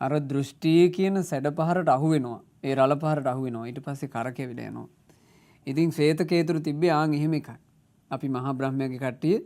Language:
Sinhala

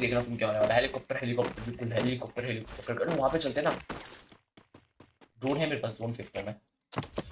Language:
Hindi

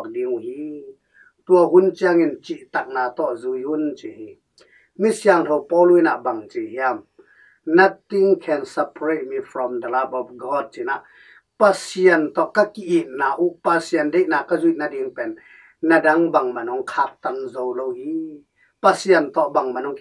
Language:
Tedim Chin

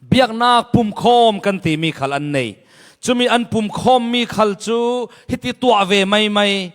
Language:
Falam Chin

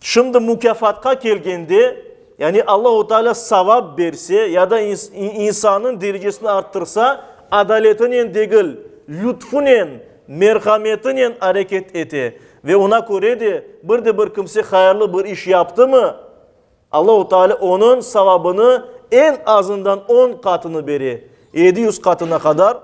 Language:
Crimean Tatar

